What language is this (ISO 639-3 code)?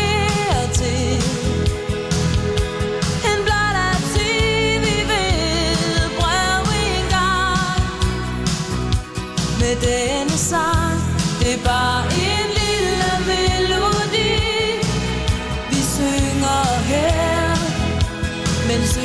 dan